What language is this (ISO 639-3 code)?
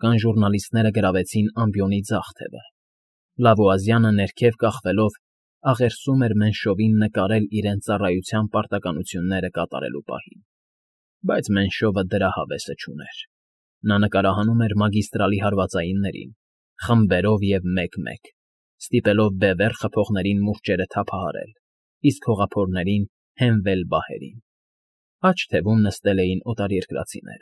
hye